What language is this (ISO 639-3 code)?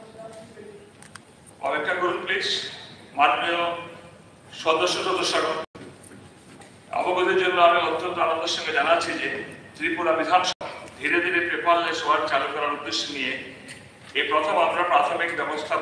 ben